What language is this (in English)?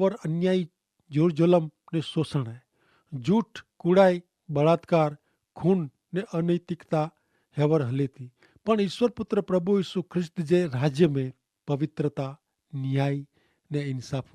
Kachhi